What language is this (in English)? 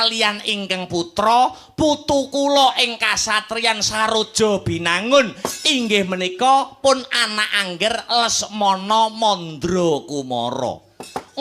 Javanese